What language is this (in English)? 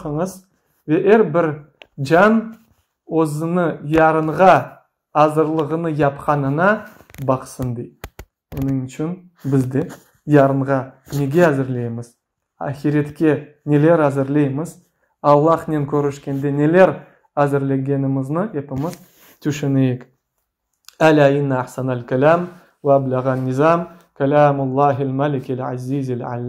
Crimean Tatar